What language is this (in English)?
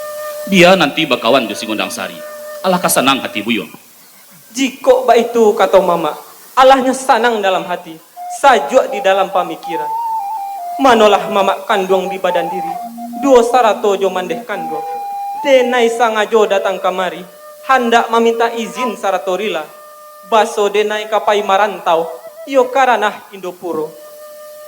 Minangkabau